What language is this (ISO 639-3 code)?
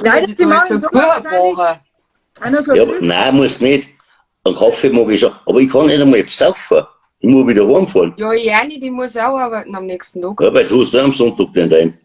bar